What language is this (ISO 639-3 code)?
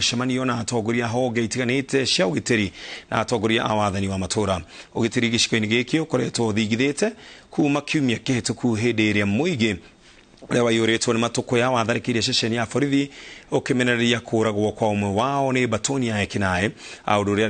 kik